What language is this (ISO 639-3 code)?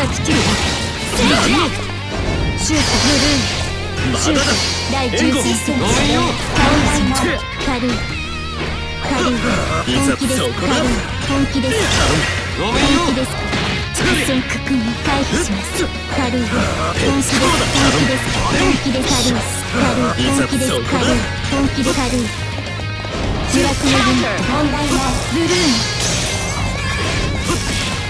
jpn